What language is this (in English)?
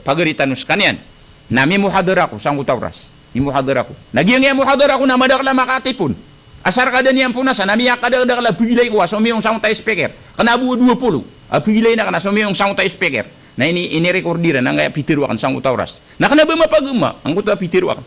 Maranao